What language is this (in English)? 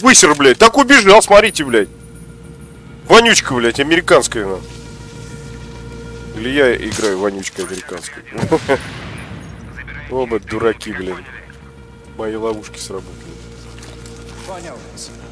Russian